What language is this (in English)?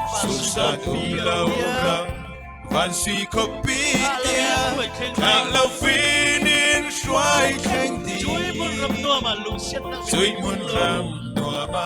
Falam Chin